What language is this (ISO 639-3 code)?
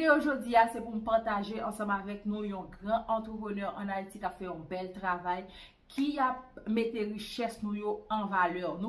hat